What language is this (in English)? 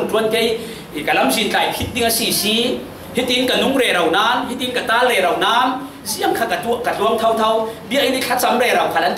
Falam Chin